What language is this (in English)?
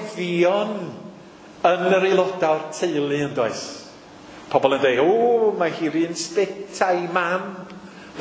Welsh